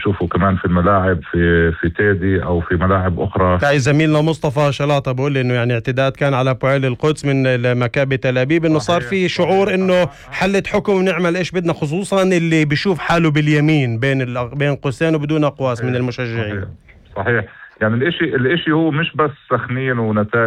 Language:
North Levantine Arabic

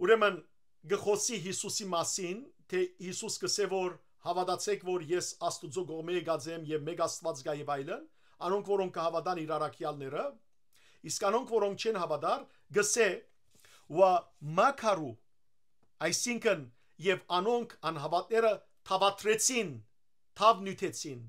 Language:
Western Armenian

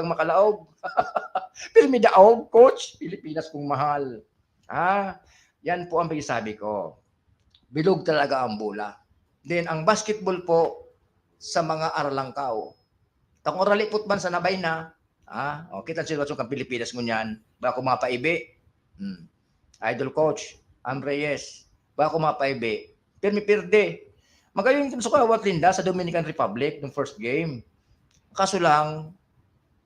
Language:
Bikol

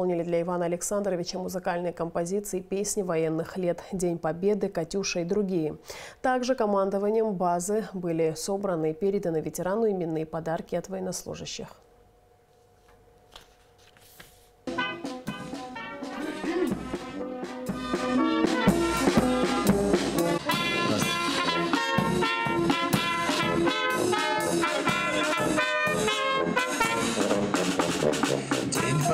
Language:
Russian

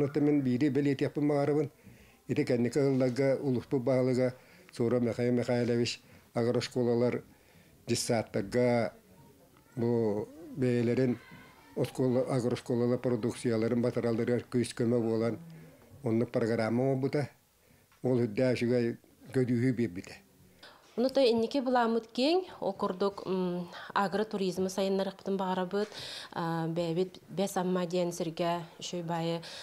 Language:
Yakut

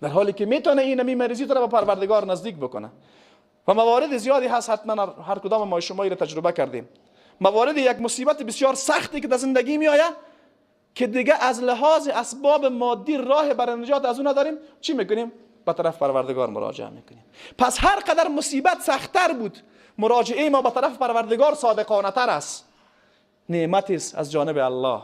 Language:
Persian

